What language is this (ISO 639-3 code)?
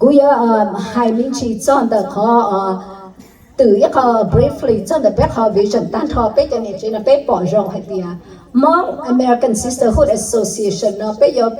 hmn